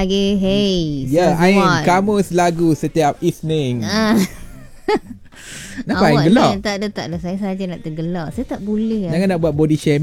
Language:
Malay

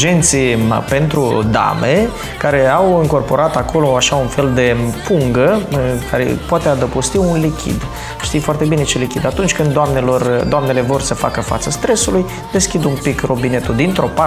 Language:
Romanian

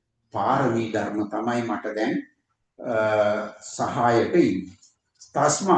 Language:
Sinhala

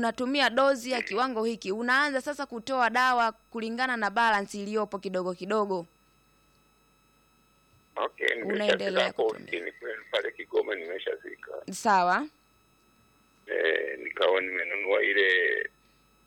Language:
Swahili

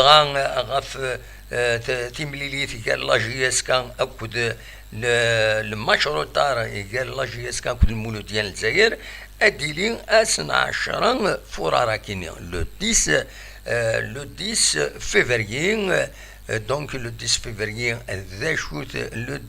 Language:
Kabyle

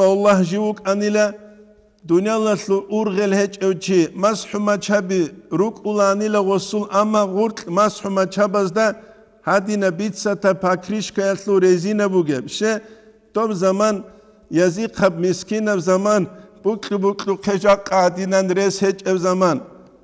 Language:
Avaric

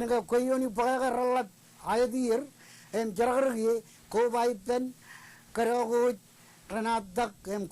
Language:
Marshallese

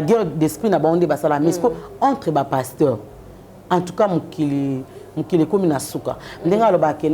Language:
Lingala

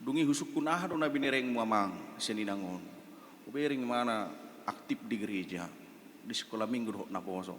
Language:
Batak Toba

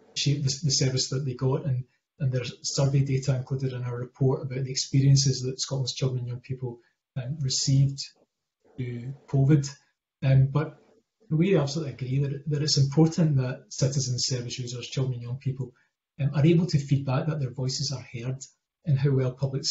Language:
English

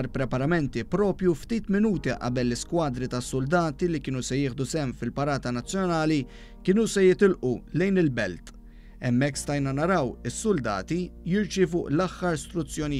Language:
Maltese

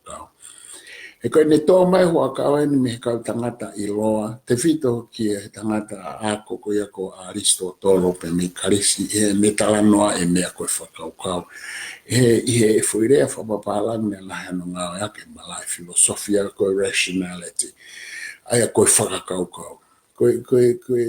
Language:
Tongan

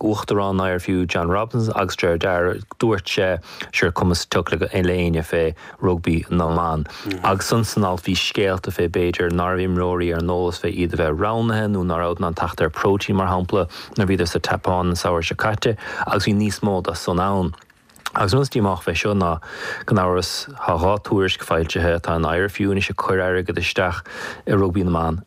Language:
Irish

